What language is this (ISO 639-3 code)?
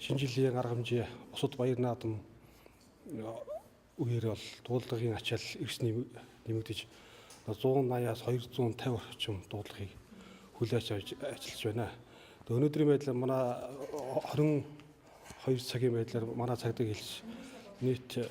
mon